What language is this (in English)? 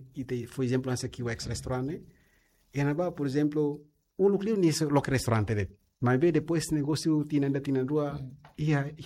Tetum